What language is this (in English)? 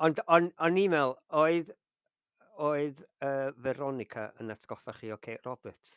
Welsh